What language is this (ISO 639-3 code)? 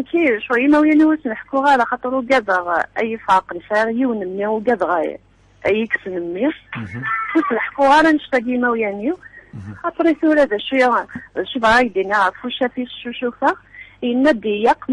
kab